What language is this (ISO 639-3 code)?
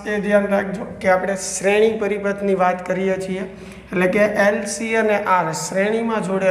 guj